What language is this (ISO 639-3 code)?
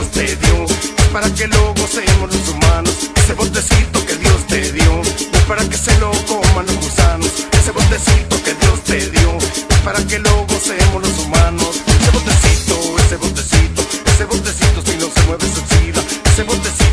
spa